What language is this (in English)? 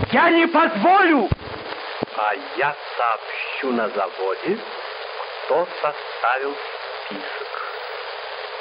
Russian